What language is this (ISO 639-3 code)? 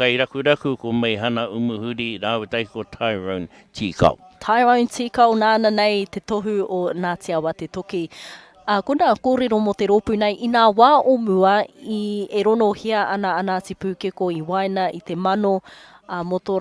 mri